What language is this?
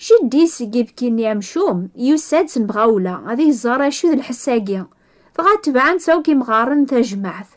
Kabyle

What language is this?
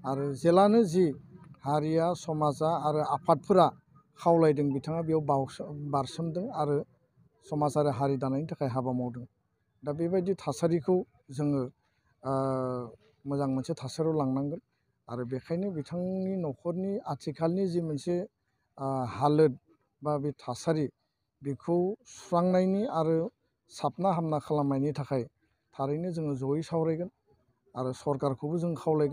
Bodo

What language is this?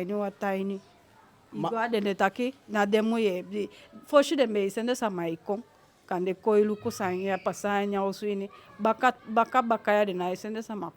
Eastern Maroon Creole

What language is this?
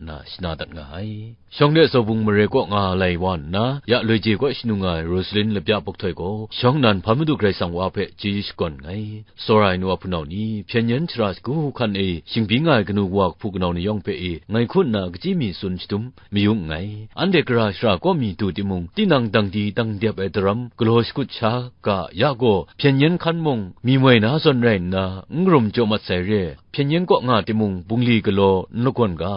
Kachin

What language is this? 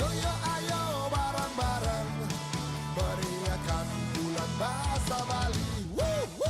Balinese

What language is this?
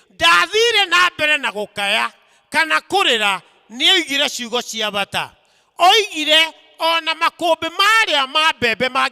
Kikuyu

